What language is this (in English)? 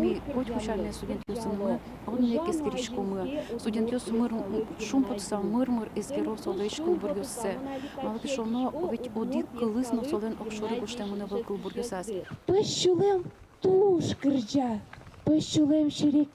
Udmurt